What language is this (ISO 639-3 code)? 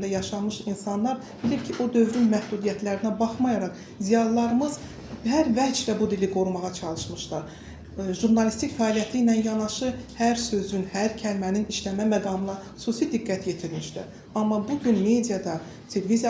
aze